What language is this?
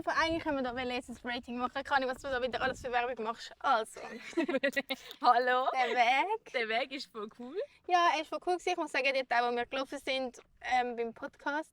Swiss German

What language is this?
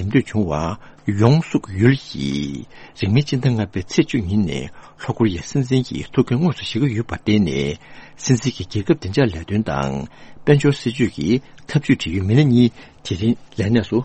Tibetan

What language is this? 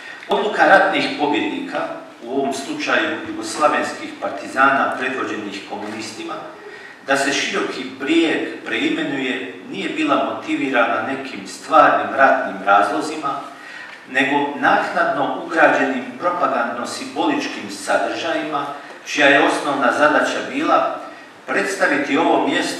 Croatian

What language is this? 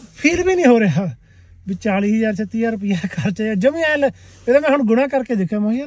Punjabi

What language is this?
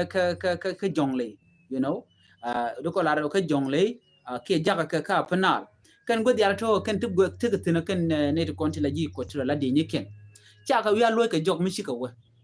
Nuer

